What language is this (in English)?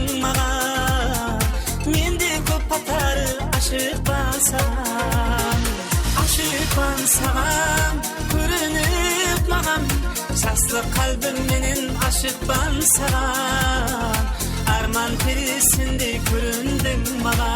Kara-Kalpak